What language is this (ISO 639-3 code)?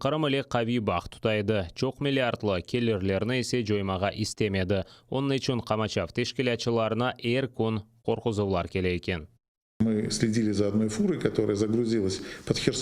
crh